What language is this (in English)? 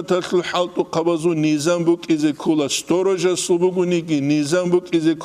Avaric